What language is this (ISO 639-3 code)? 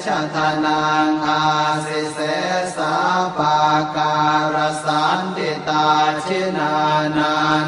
pli